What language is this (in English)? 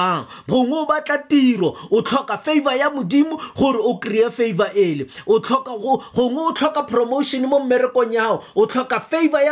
Tswana